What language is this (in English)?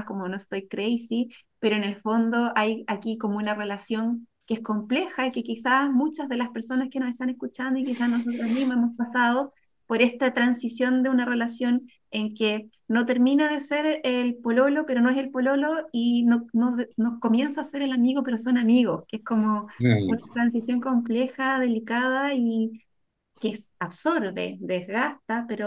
Spanish